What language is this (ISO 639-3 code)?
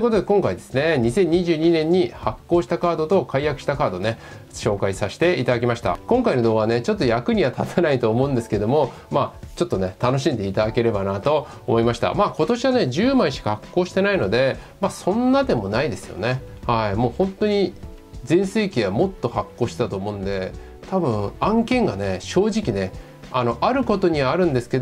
jpn